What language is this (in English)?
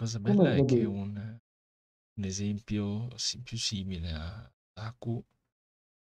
Italian